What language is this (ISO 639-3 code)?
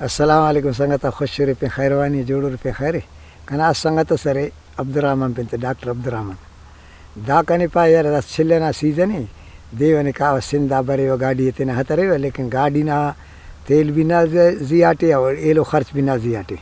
brh